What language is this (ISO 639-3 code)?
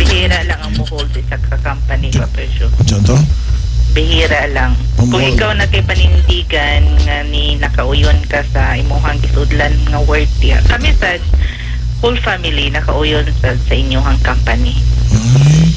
ceb